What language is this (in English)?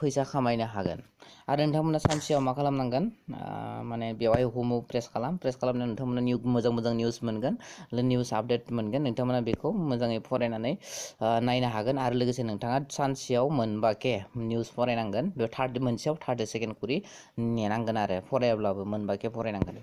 Bodo